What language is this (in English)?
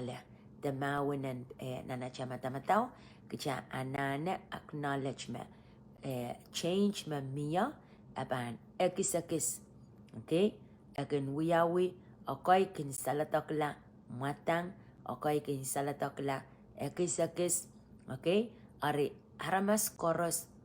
Pohnpeian